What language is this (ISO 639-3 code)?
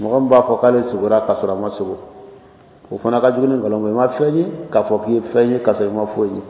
bam